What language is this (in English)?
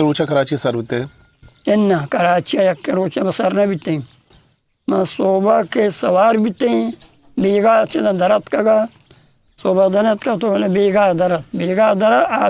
Eastern Balochi